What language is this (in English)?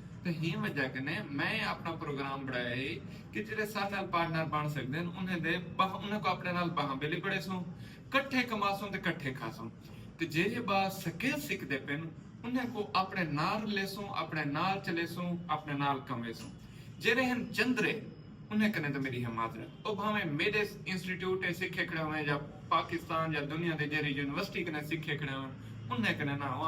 Saraiki